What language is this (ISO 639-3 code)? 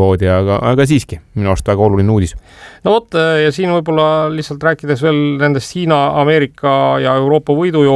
est